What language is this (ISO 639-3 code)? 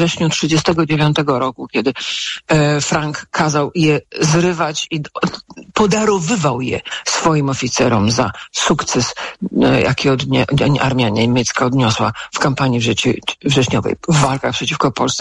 pol